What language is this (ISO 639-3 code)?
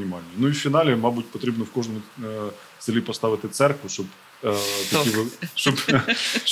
ukr